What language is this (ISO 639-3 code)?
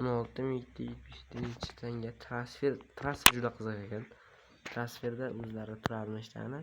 uzb